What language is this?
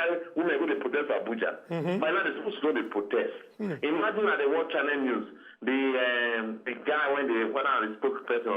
Nigerian Pidgin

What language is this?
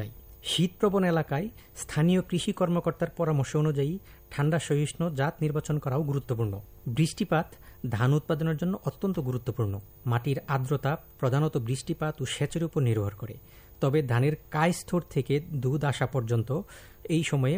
Bangla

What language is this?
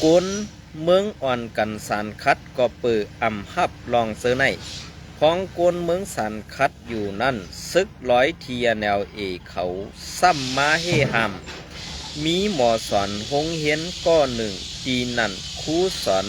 Shan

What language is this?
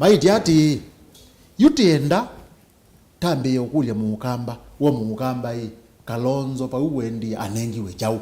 Kamba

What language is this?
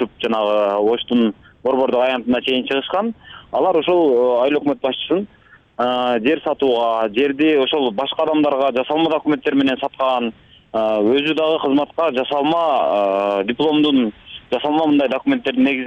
Kyrgyz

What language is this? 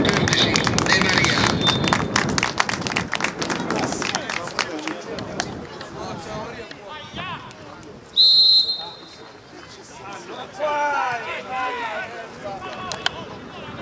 Italian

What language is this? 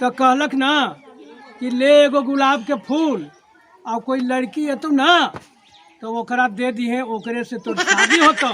Magahi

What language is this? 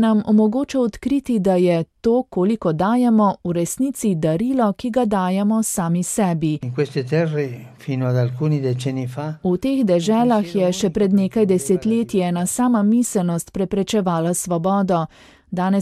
Slovenian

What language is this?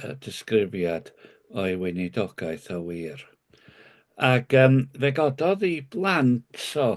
Welsh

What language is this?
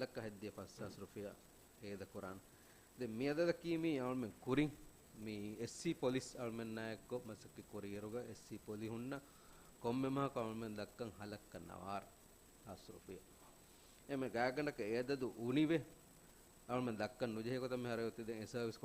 Divehi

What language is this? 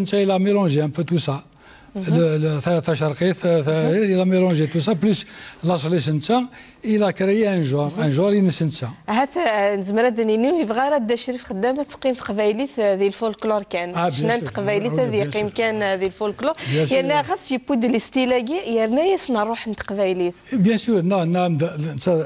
Kabyle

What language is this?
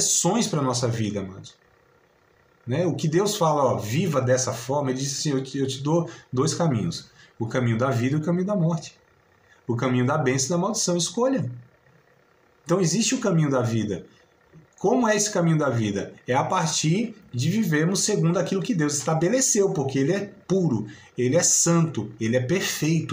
Portuguese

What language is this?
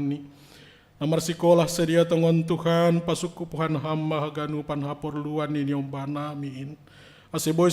Batak Simalungun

